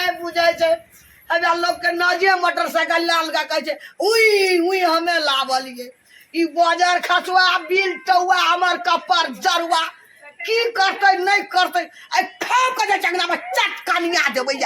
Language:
Maithili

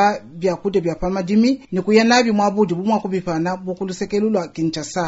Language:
Luba-Lulua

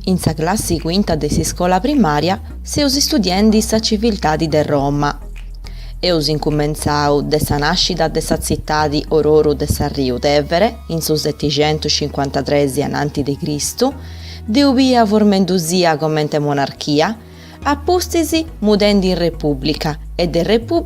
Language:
Sardinian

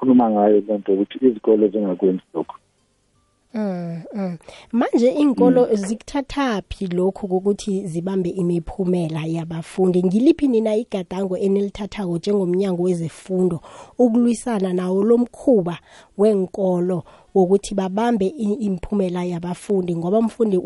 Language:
South Ndebele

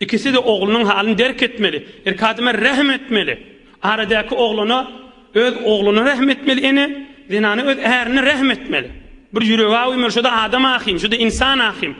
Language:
Turkmen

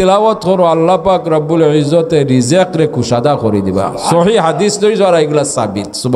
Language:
Sylheti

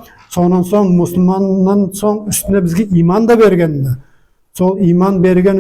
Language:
Nogai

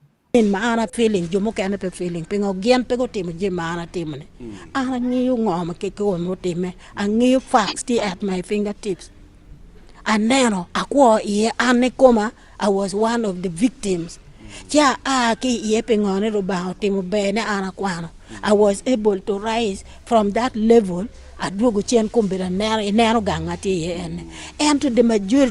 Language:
Acoli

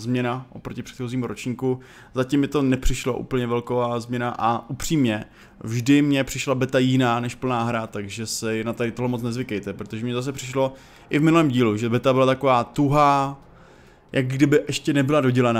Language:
Czech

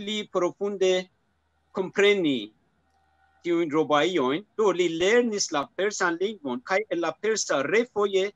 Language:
Esperanto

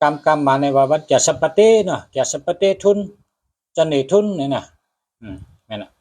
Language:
Shan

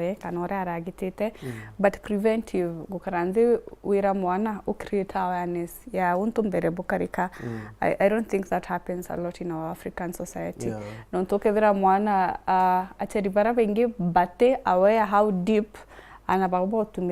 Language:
Meru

